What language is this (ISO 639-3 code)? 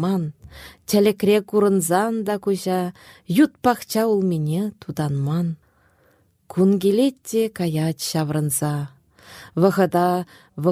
chv